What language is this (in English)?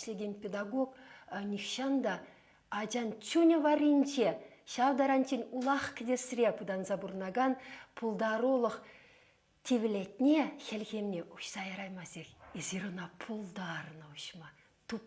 Chuvash